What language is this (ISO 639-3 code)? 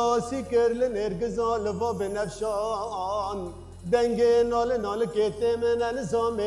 kur